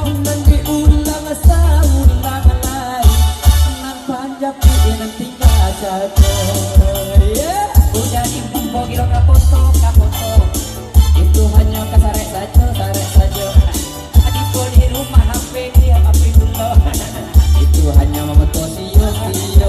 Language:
Minangkabau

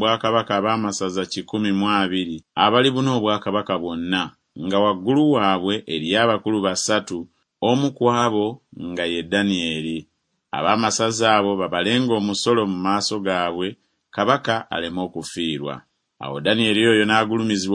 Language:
Ganda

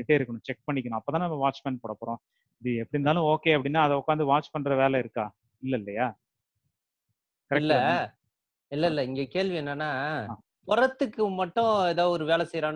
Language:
Tamil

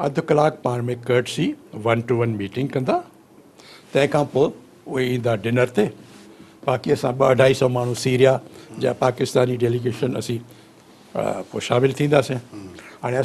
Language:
Sindhi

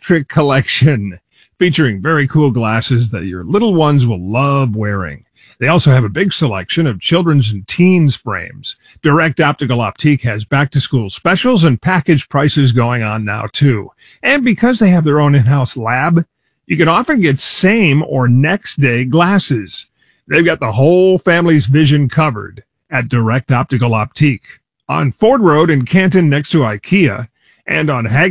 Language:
English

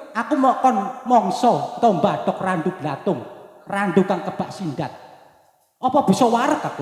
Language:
Javanese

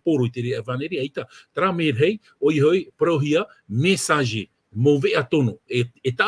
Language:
Tahitian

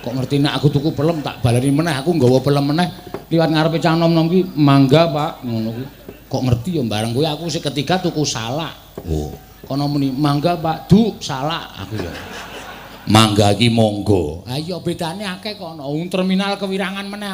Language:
Javanese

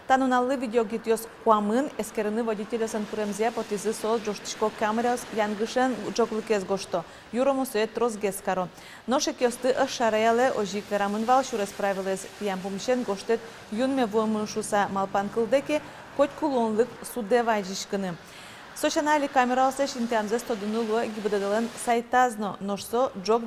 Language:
Udmurt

